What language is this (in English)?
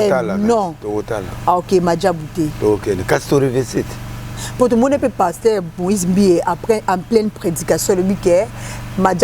Lingala